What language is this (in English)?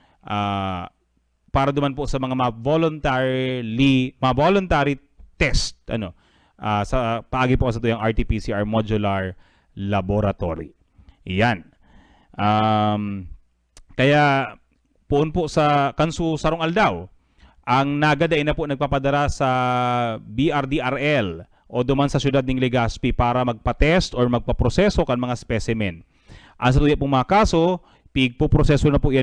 Bikol